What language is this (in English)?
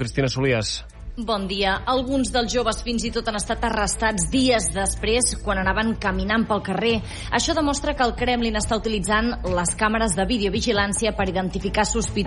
Catalan